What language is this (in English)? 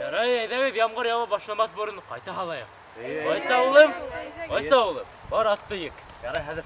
Bashkir